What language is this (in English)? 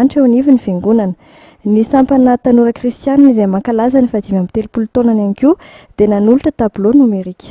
Malagasy